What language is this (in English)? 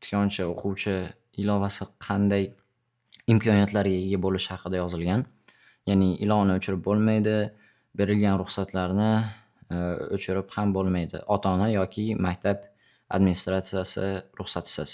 Uzbek